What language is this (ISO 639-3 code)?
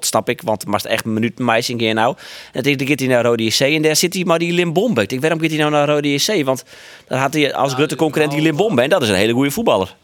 fry